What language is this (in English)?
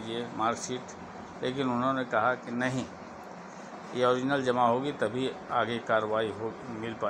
Hindi